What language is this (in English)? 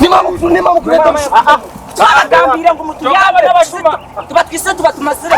Nyankole